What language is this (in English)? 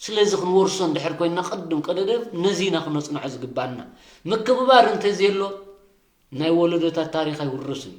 Tigrinya